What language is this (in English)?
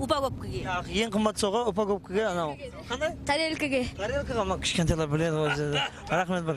Kara-Kalpak